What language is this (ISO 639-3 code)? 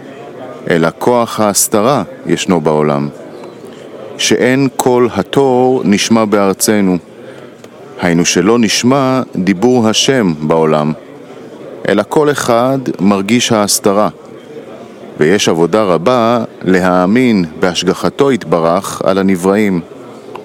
heb